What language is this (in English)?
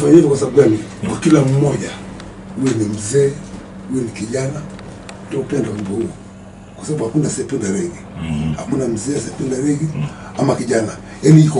Swahili